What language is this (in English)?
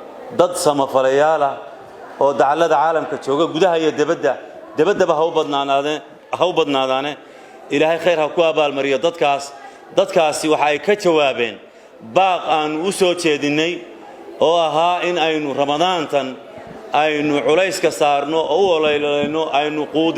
Somali